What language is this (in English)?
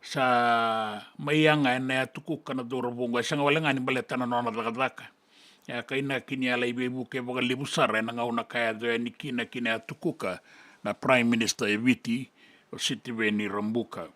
Fijian